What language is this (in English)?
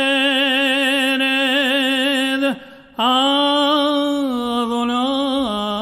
Ladino